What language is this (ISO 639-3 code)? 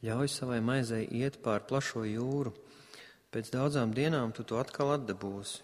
lav